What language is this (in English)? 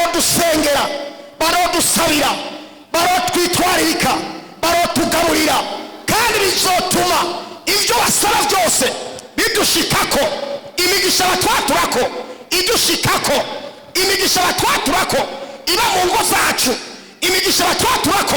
Rundi